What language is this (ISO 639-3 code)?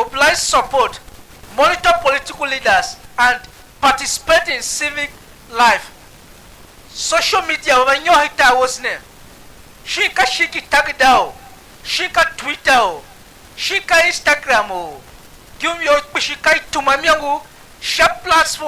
tiv